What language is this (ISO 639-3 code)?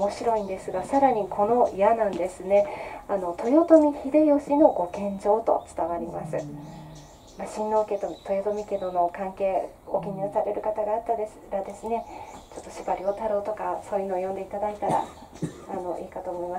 jpn